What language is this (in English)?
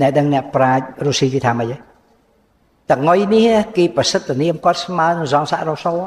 Khmer